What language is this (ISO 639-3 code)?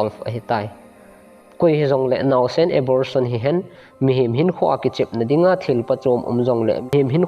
tcz